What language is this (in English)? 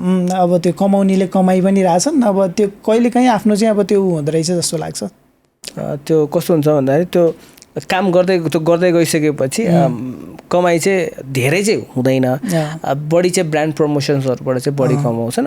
Nepali